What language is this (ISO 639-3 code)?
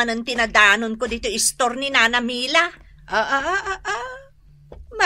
ilo